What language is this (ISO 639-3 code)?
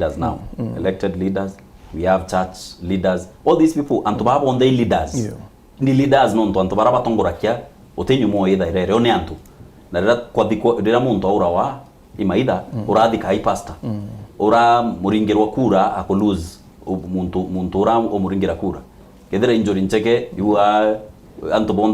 mer